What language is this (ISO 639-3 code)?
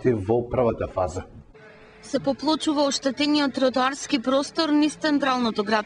mkd